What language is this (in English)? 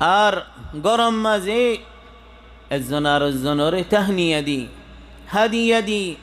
Rohingya